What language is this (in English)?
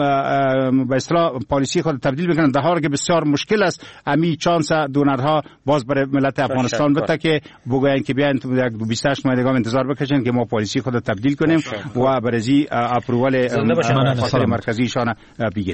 Persian